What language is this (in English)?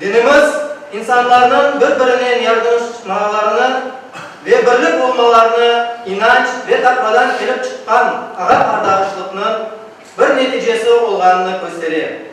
Crimean Tatar